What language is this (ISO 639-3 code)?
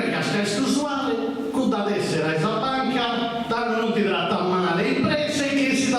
srd